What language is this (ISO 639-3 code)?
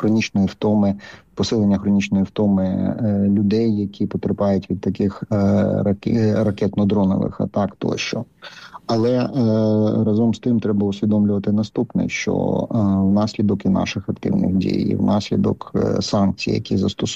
ukr